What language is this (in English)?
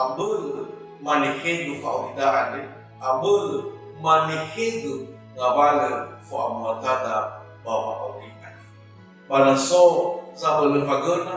Nias